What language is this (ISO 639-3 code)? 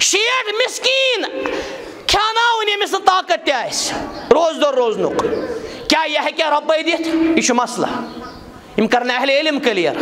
kas